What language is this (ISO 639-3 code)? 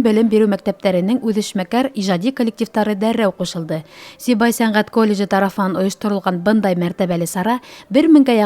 bak